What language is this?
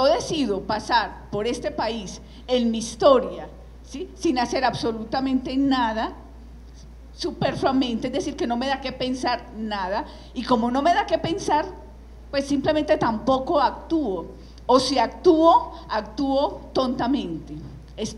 Spanish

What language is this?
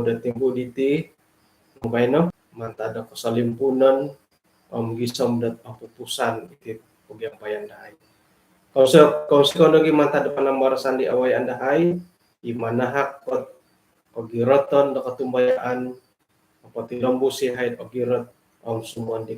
Central Dusun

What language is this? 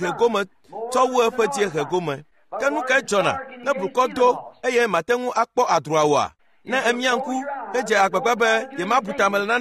Ewe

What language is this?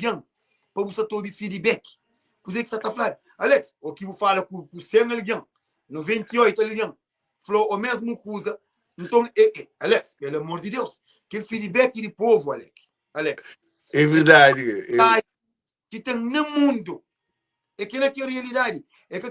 Kabuverdianu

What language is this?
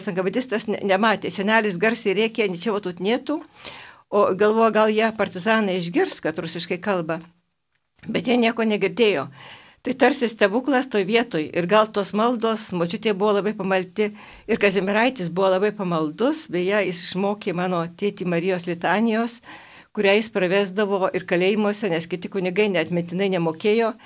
Lithuanian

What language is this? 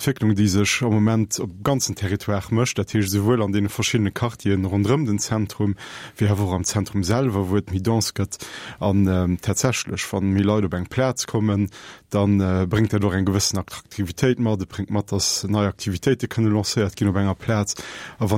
Luxembourgish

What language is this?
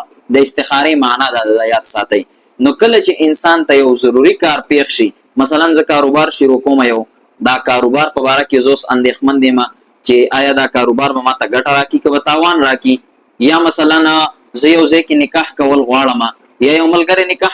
Pashto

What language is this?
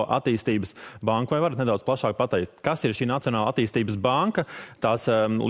Latvian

